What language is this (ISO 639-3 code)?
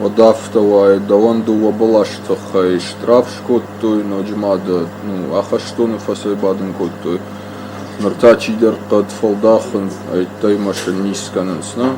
oss